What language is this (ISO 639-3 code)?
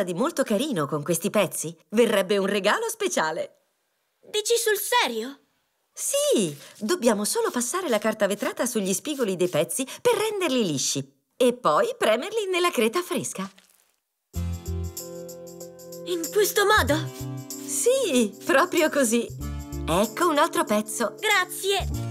ita